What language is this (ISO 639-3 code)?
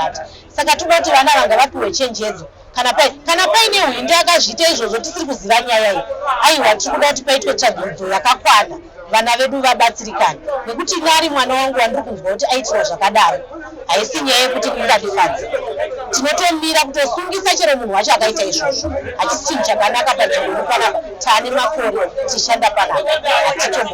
sna